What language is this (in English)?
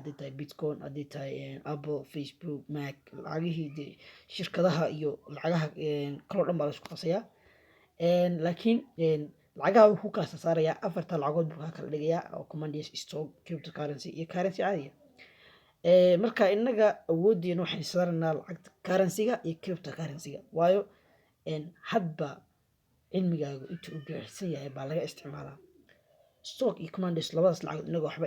Somali